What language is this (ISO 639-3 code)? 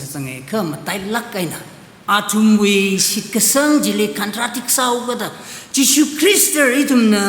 nmf